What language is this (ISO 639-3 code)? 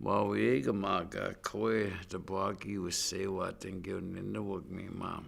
ciw